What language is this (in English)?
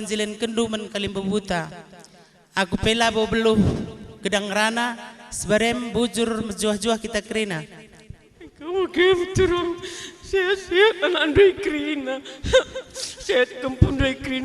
Batak Karo